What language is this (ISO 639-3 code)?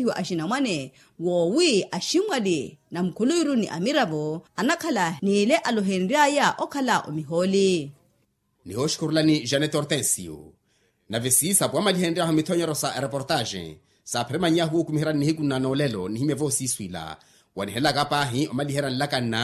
vmw